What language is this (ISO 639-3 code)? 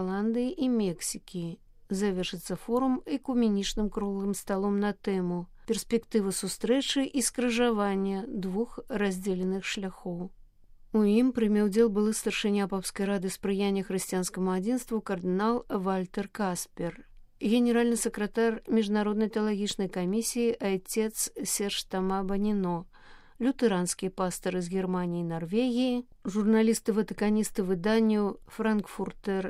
bel